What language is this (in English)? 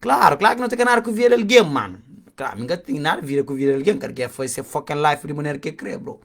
Kabuverdianu